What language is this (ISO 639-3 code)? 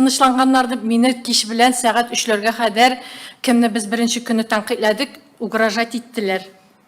tat